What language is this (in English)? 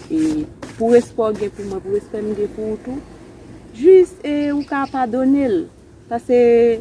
Haitian Creole